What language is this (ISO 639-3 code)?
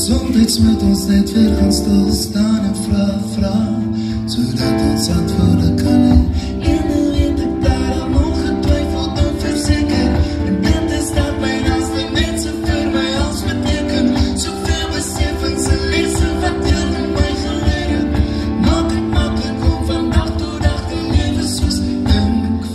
afr